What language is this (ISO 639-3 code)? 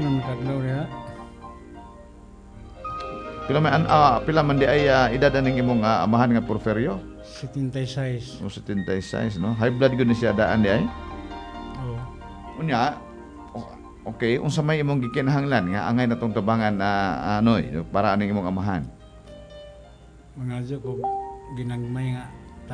ceb